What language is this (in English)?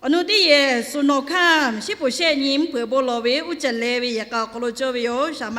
Lahu